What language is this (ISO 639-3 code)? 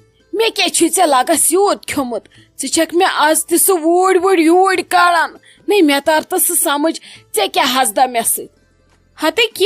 kas